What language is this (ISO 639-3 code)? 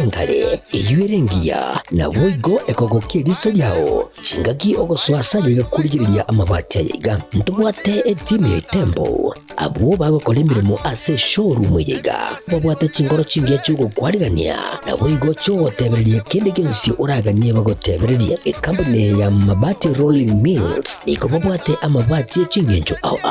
guz